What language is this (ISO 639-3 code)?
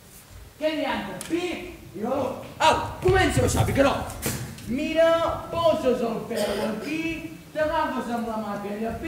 cat